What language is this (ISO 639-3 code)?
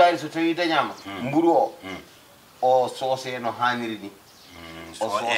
ful